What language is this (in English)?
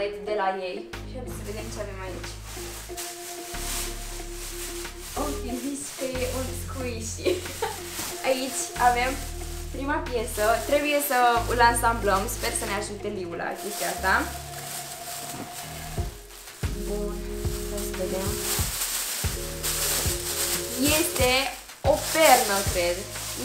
Romanian